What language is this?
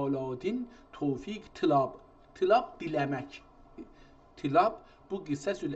South Azerbaijani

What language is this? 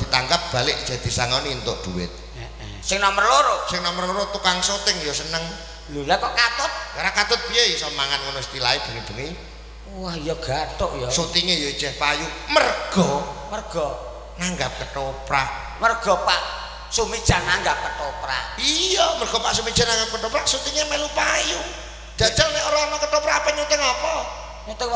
Javanese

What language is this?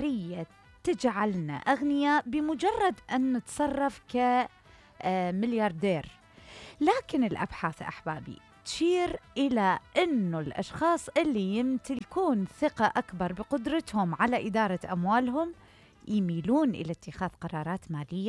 Mesopotamian Arabic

